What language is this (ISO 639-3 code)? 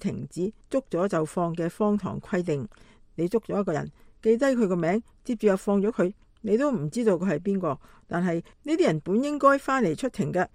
yue